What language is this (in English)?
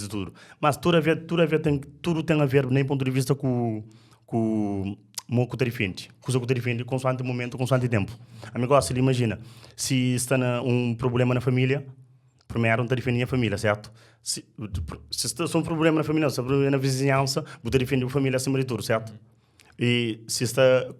Kabuverdianu